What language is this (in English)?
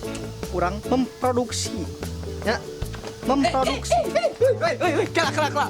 Sundanese